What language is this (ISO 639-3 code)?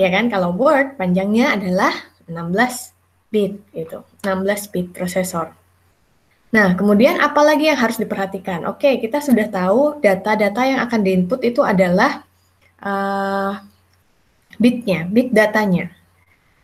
ind